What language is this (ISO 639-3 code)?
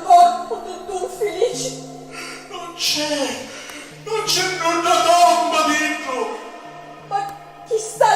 scn